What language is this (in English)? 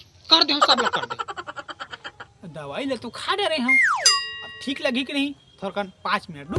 Chhattisgarhi